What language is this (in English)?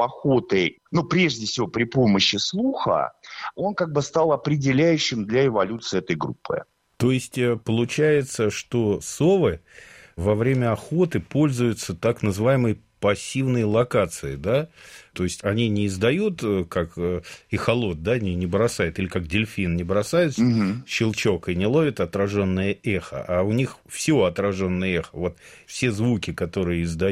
Russian